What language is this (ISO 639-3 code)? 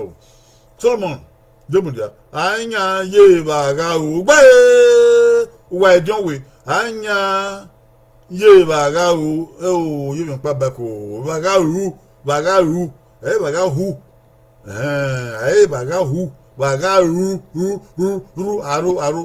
bin